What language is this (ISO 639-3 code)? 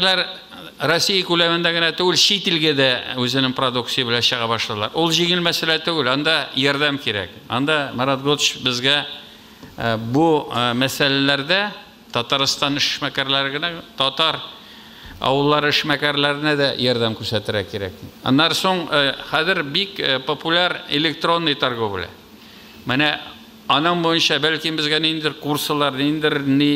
tat